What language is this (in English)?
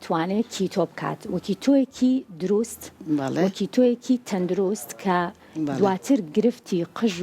Central Kurdish